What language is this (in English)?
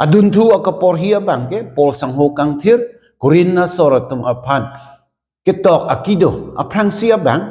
Karbi